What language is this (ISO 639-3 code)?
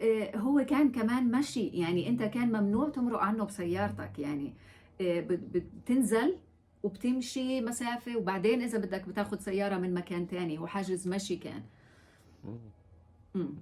apc